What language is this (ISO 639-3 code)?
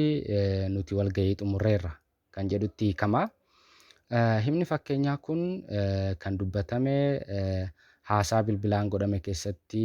orm